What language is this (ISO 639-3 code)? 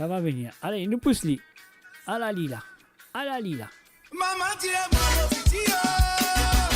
mfe